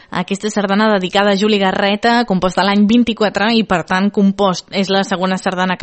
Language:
Catalan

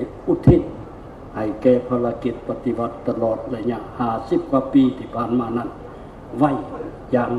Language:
Lao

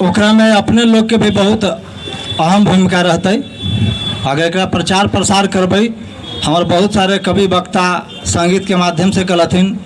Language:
Magahi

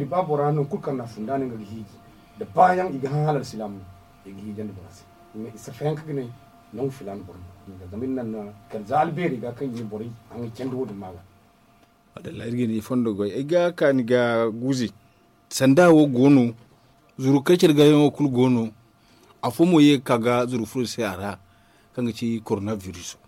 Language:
Zarma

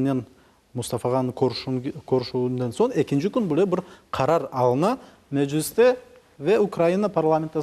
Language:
Crimean Tatar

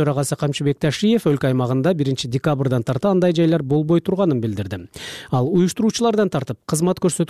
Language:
Kyrgyz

